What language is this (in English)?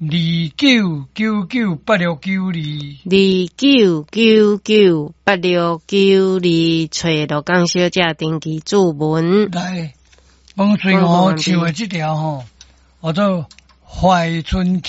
Min Nan Chinese